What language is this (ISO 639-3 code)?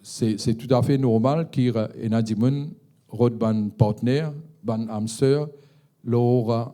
mfe